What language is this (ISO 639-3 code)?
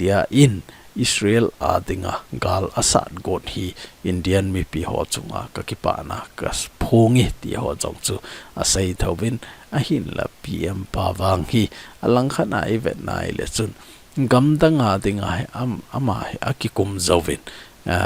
tcz